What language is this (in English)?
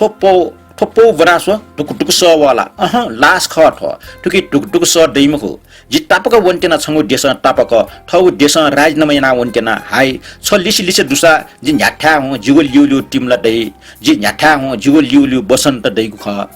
Newari